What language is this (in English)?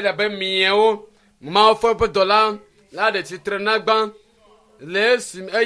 Ewe